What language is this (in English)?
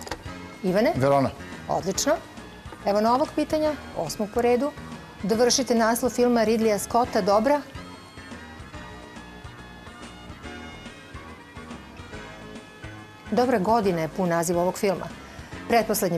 Serbian